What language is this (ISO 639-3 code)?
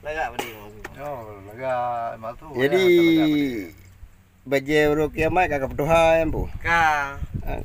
ace